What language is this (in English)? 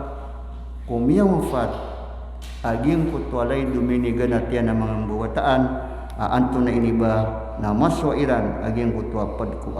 Maranao